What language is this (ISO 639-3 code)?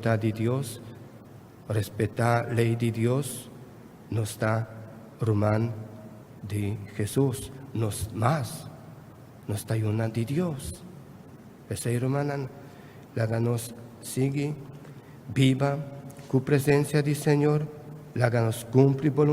pap